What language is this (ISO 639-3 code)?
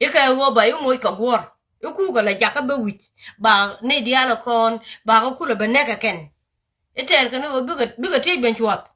nus